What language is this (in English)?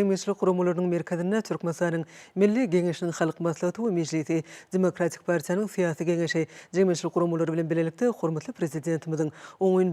Turkmen